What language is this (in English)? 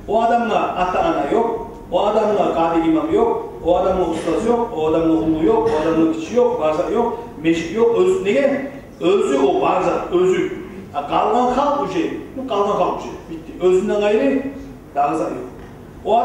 Kumyk